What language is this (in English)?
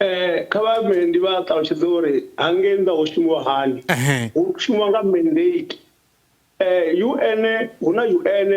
Venda